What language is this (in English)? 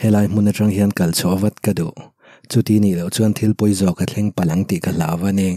Mizo